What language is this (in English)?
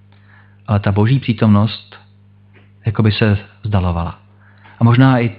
Czech